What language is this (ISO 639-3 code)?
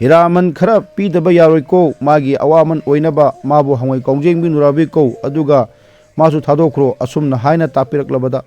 mni